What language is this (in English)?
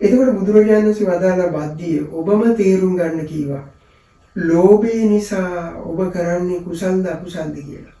Sinhala